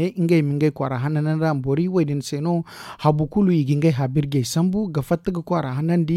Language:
Zarma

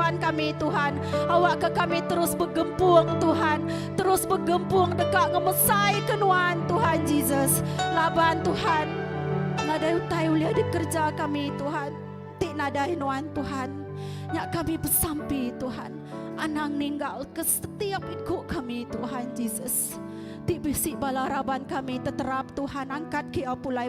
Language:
Iban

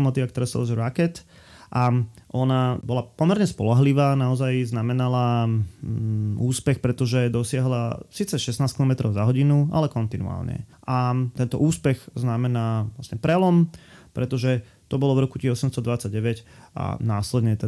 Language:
Slovak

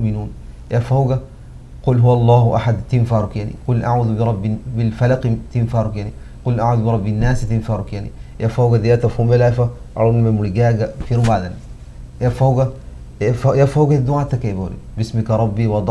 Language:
Divehi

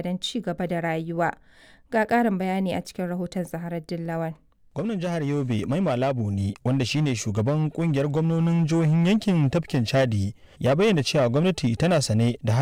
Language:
Hausa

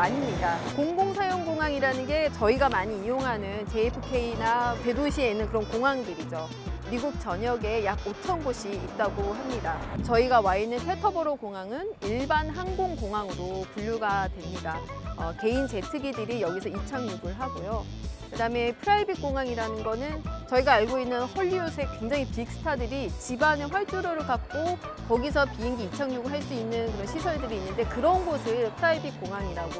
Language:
Korean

